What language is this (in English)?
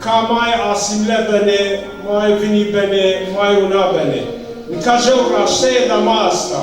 Zaza